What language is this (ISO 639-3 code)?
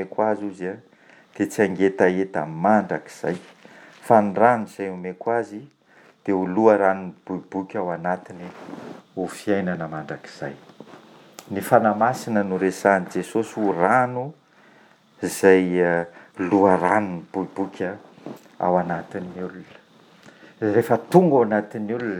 mlg